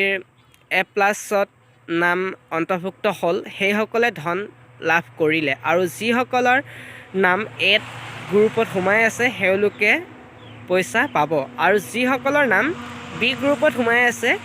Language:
Assamese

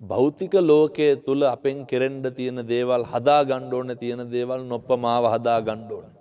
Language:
Sinhala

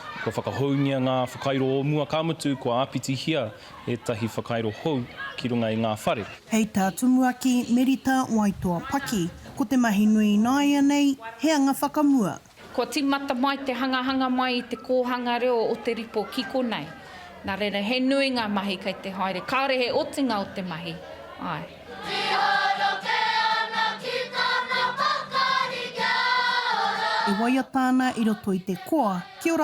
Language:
Māori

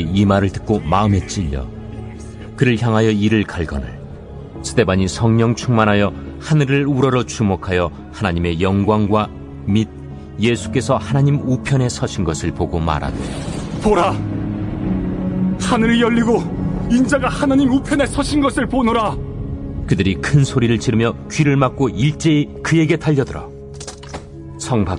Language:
Korean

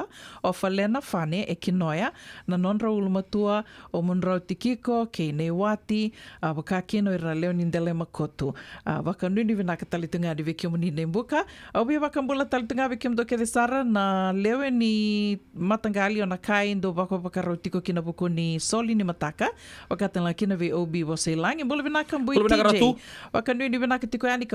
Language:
Fijian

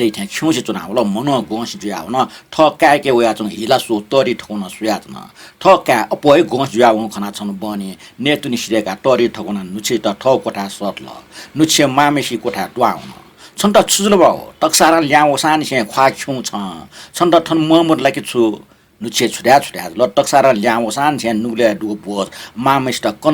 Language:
Newari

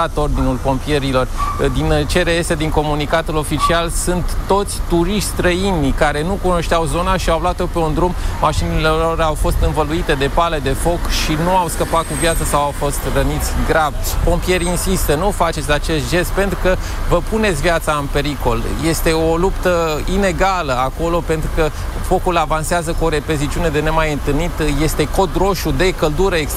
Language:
Romanian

